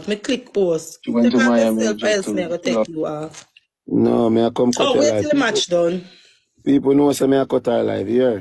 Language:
Jamaican Creole English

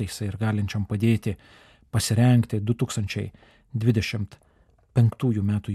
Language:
Lithuanian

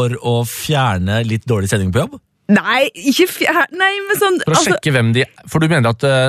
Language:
Norwegian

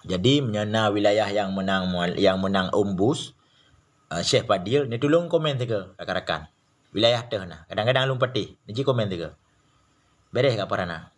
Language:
Achinese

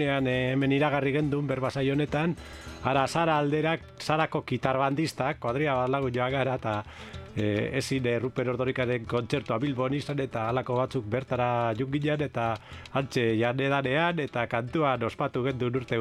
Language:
Basque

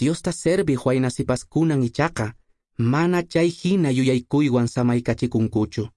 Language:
Quechua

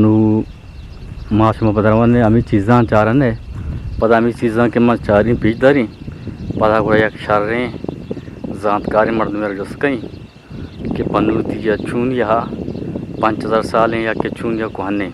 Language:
Eastern Balochi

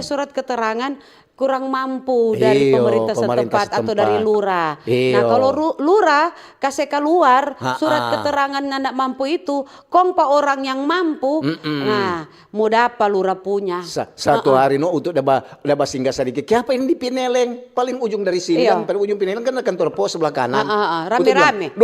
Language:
Manado Malay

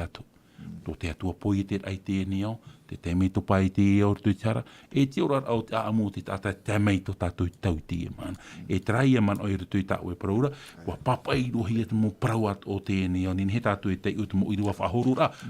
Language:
Tahitian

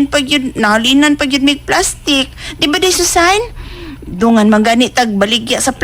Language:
Cebuano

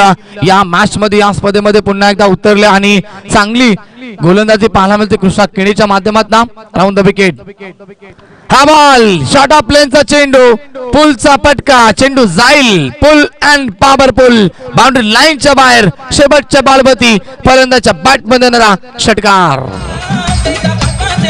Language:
Marathi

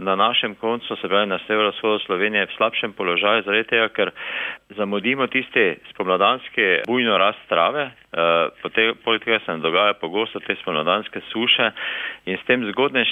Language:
Slovenian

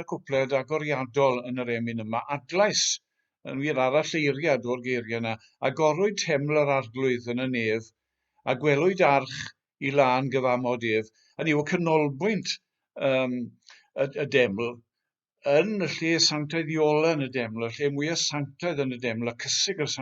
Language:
Welsh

